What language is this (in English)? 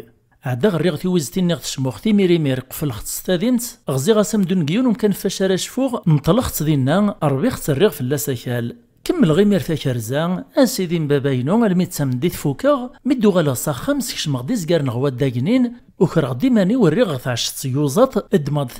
Kabyle